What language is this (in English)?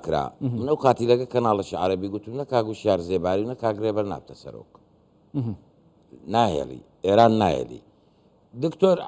Central Kurdish